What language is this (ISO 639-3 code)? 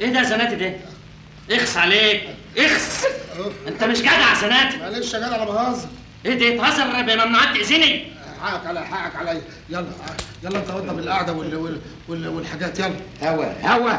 arz